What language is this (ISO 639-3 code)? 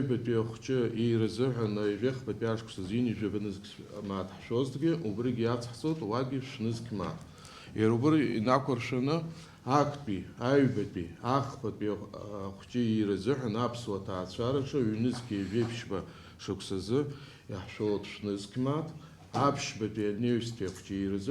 abk